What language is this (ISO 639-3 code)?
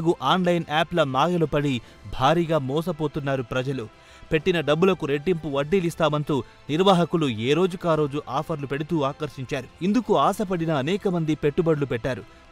tel